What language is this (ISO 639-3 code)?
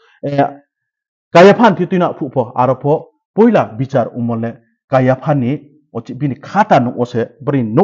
ria